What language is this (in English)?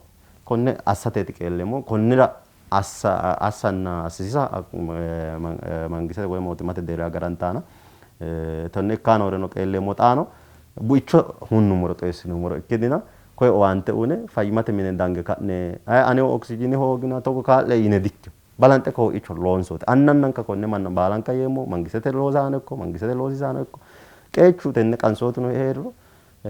Sidamo